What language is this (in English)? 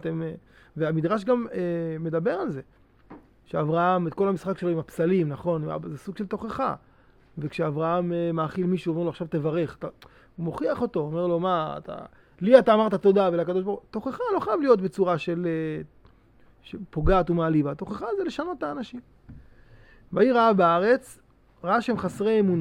Hebrew